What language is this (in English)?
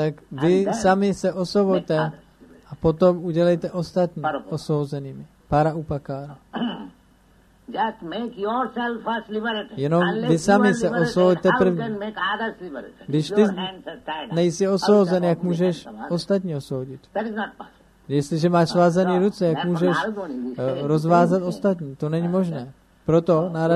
Czech